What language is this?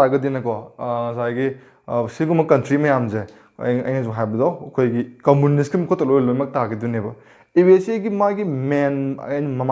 Manipuri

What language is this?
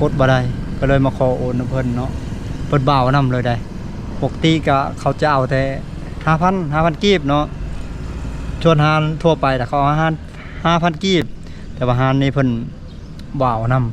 Lao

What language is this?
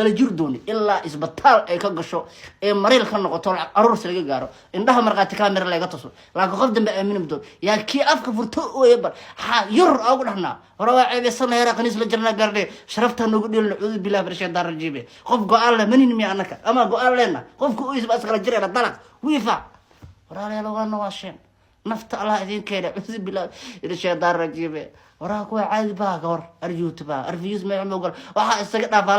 Somali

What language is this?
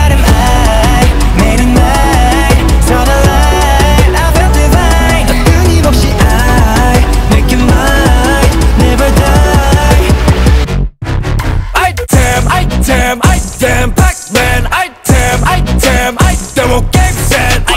Korean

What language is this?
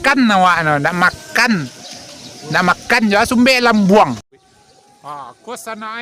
Minangkabau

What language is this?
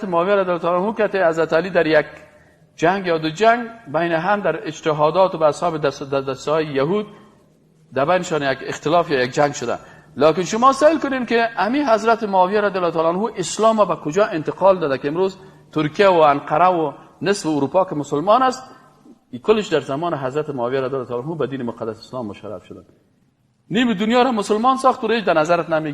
Persian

